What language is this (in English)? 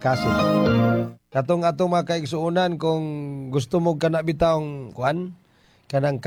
Cebuano